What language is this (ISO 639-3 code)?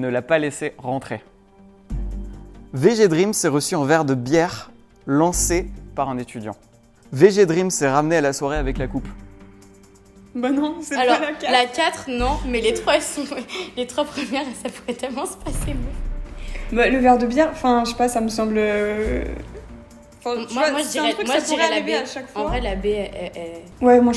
fra